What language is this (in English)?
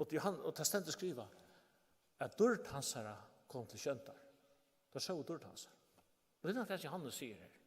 Faroese